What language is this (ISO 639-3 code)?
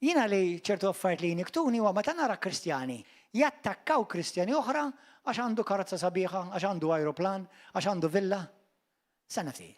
mlt